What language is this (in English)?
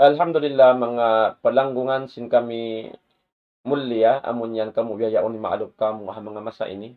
Tausug